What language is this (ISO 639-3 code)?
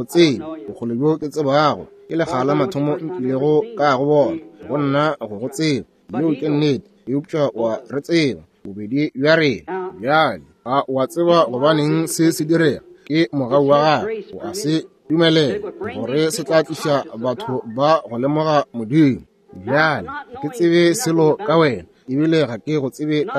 nso